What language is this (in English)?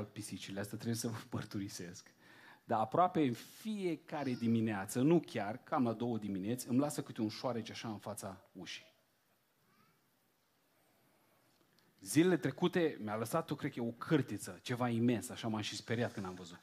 Romanian